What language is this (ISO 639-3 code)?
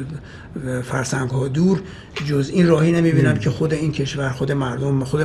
fas